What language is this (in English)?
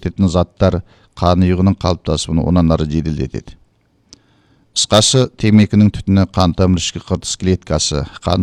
Kazakh